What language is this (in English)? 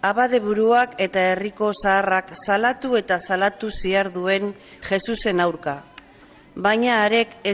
Basque